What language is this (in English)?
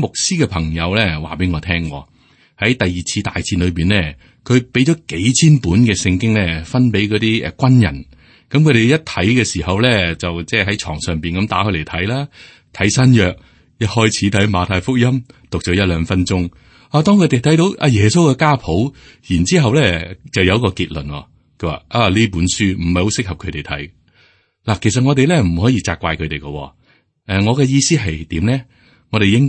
Cantonese